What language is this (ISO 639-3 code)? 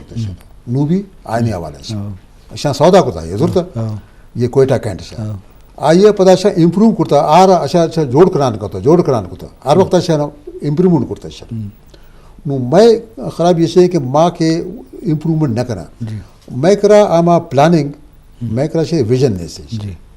bgp